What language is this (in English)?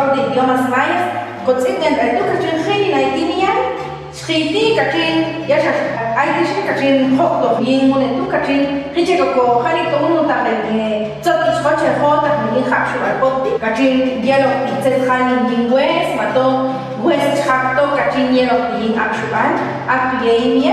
Popti'